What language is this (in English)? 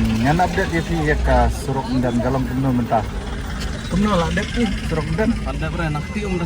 Khasi